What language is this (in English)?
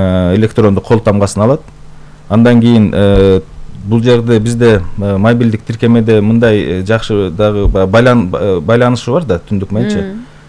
Kyrgyz